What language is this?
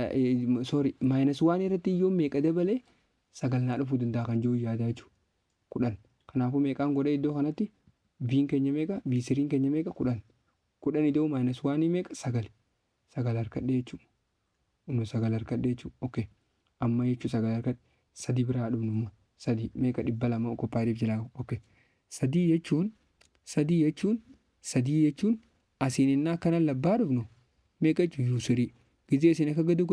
Oromo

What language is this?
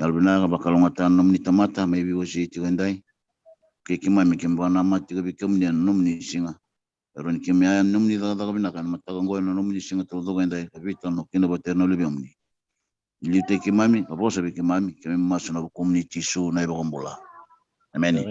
Fijian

